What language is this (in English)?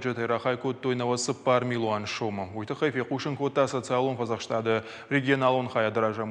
Ossetic